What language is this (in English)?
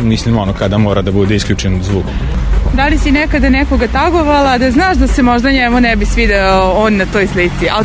Serbian